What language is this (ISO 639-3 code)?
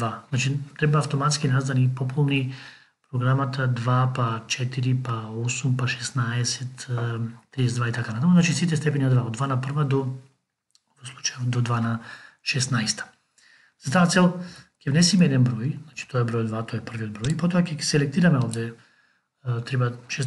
mkd